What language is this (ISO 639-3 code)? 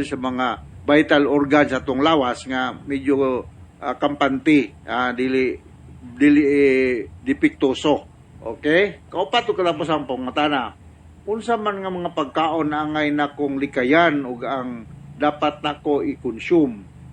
ceb